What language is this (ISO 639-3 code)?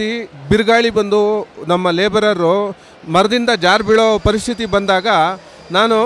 kan